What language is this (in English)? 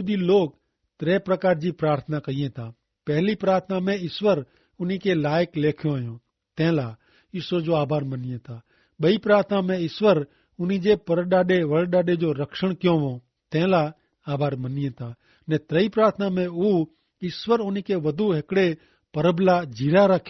Kachhi